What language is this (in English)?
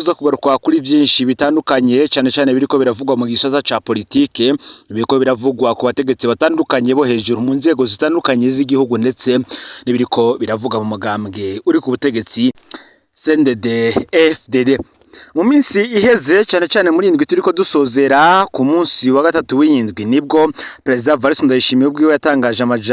Rundi